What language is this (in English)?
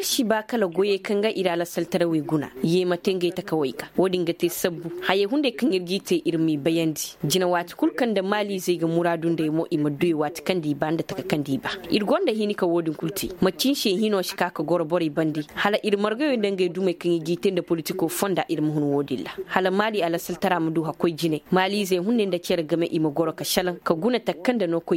Koyraboro Senni